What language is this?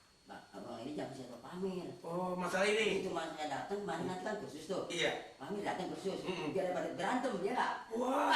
Betawi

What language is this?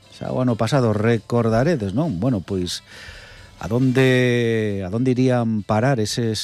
Galician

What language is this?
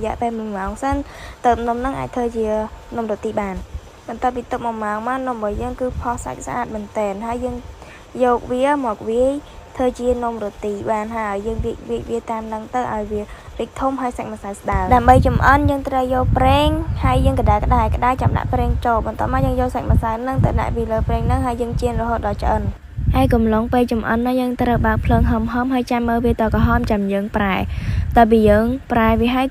Khmer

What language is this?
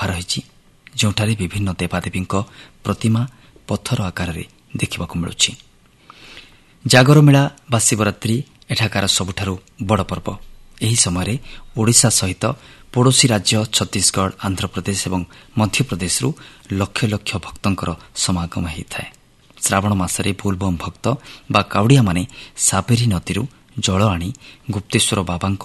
Odia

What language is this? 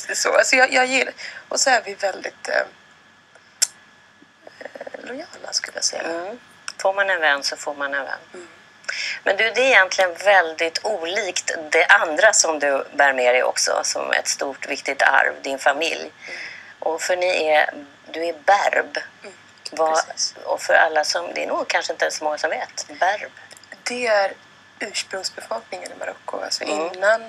Swedish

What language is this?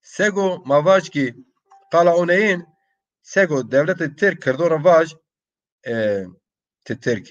Zaza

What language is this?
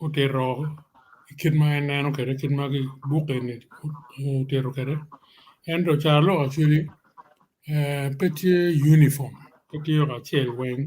Acoli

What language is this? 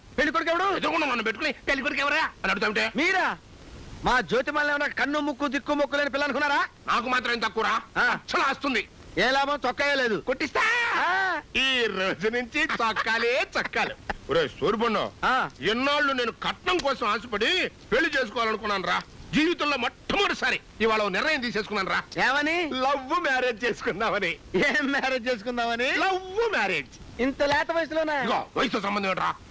Telugu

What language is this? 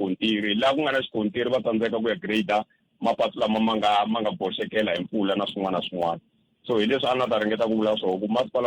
Tsonga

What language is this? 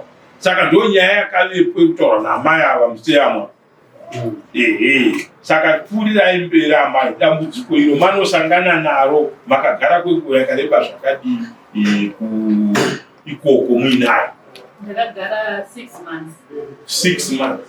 Shona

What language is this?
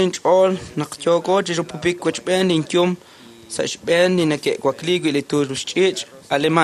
Kekchí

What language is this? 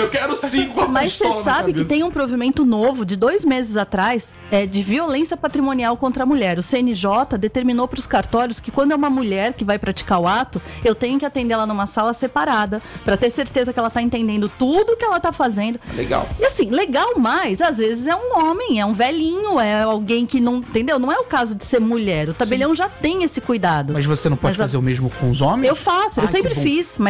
Portuguese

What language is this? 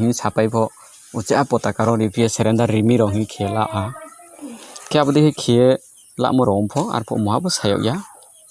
Riang (India)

